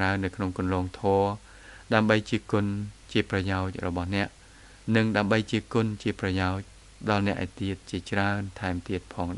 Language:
Khmer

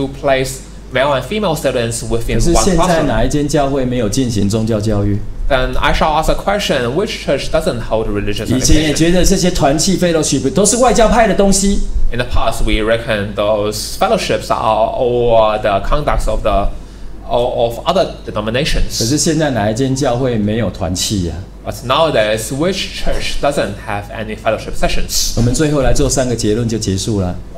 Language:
Chinese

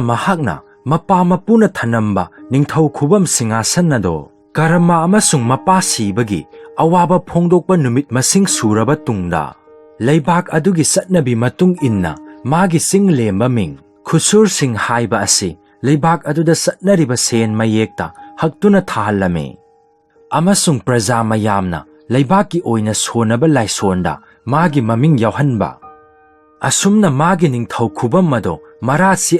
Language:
Manipuri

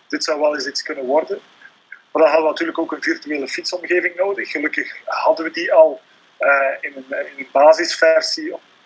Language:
Dutch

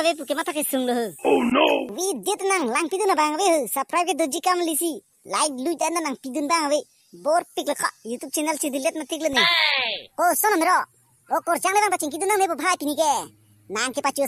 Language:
Karbi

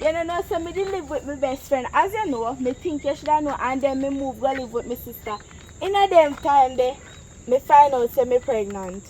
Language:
Jamaican Creole English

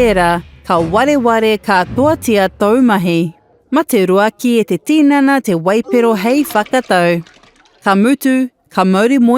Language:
Māori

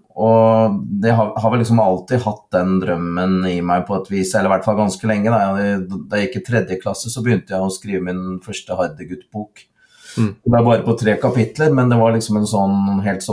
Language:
Norwegian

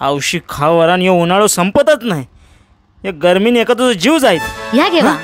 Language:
Konkani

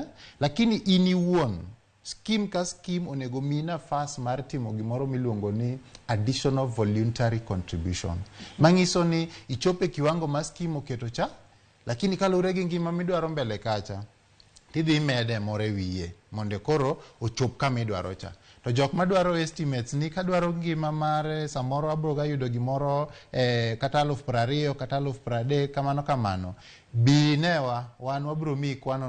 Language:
Luo (Kenya and Tanzania)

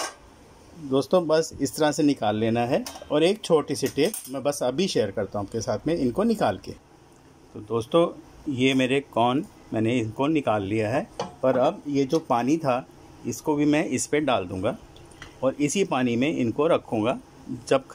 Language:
Hindi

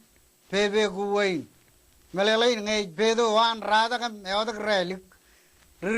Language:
Marshallese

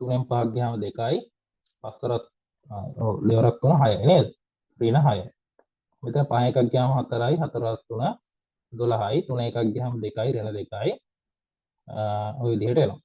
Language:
Sinhala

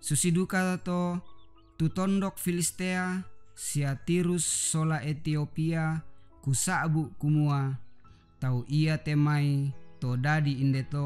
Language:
Toraja-Sa'dan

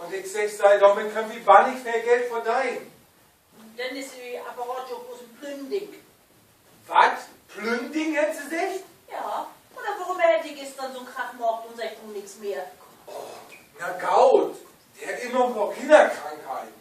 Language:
Low German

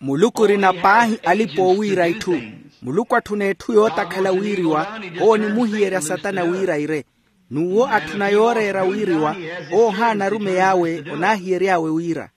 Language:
Makhuwa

